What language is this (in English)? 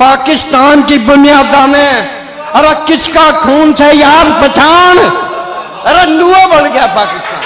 Haryanvi